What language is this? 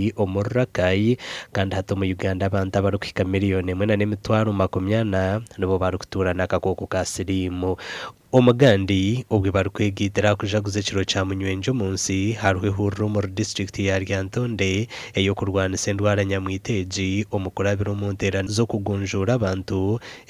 Nyankole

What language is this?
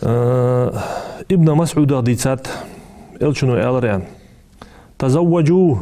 Ingush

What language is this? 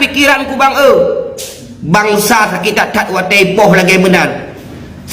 Achinese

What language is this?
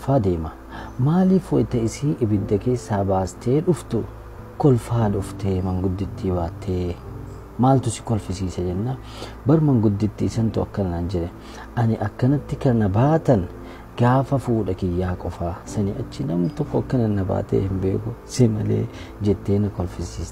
Oromo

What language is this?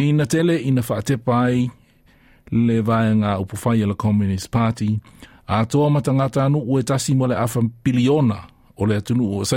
Samoan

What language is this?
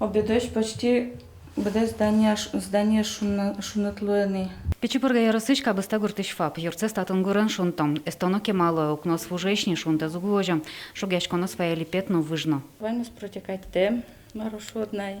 Udmurt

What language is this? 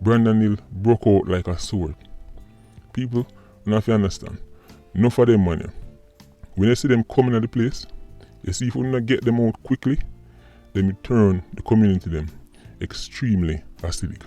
Jamaican Creole English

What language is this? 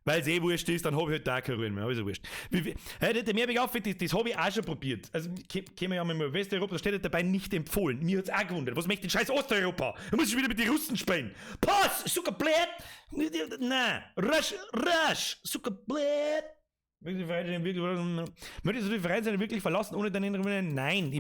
Bavarian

